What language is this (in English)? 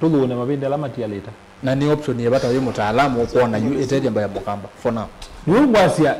Kamba